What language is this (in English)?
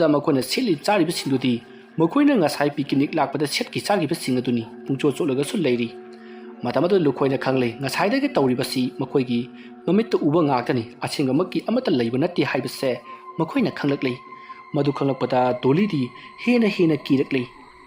Manipuri